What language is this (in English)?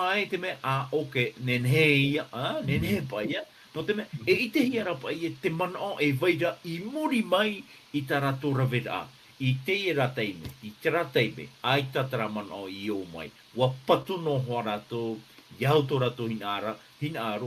Tahitian